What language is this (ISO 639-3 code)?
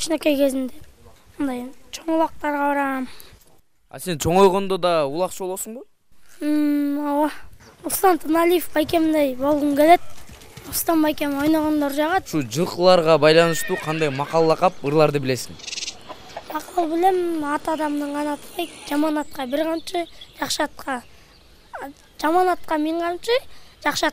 kir